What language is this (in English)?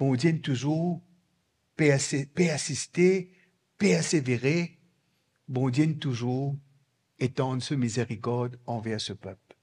Morisyen